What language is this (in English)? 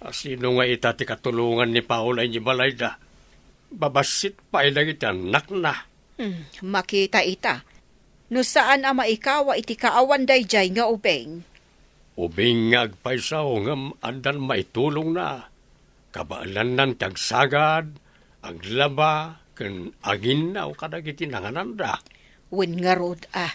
Iloko